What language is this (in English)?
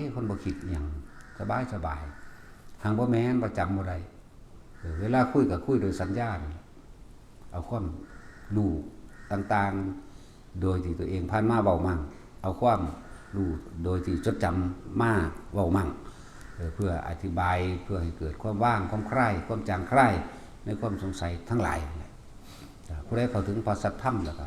Northeastern Thai